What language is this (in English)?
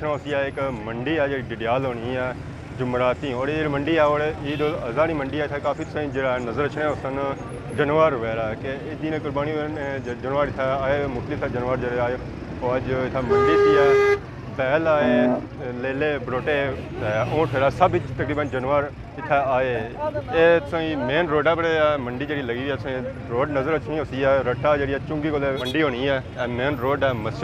Pahari-Potwari